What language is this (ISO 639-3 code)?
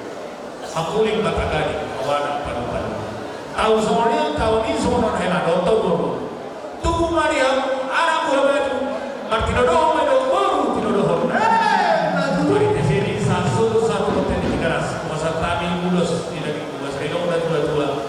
bbc